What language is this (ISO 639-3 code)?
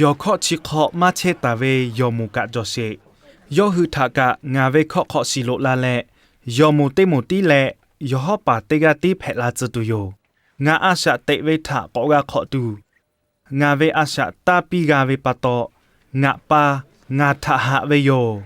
lhu